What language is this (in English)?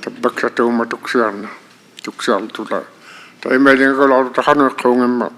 Inuktitut